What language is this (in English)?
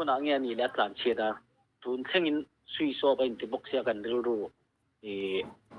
Mizo